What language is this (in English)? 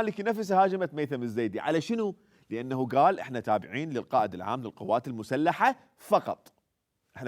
Mesopotamian Arabic